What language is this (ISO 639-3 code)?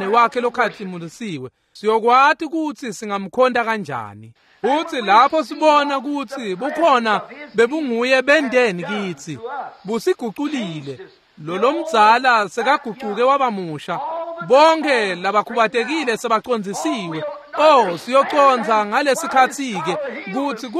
ssw